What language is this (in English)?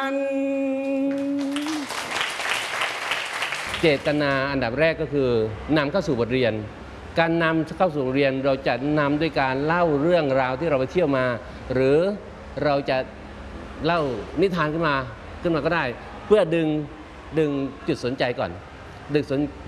Thai